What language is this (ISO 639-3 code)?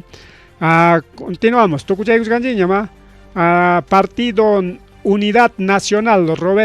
quy